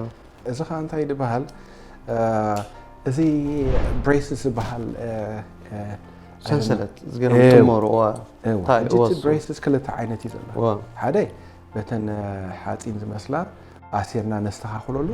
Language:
Tigrinya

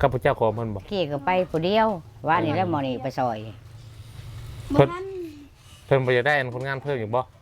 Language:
Lao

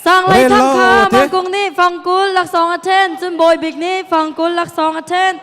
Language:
Hakha Chin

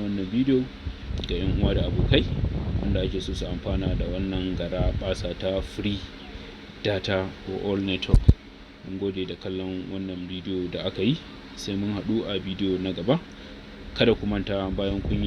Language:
Hausa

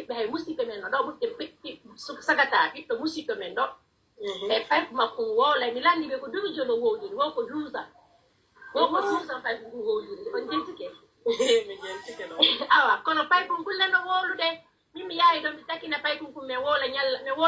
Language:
Pular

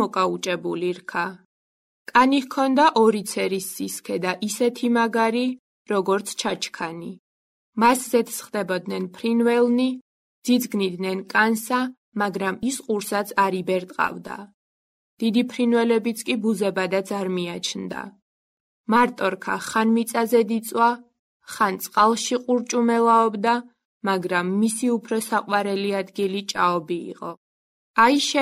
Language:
Georgian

